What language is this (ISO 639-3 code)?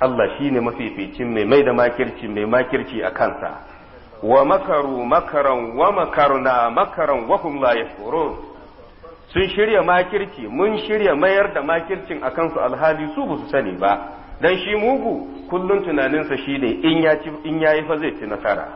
hau